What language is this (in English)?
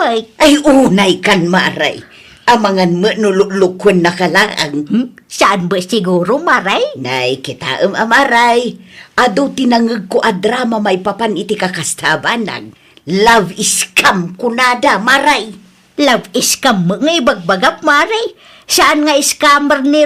Iloko